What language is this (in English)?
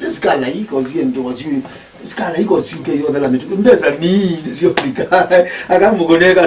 Kamba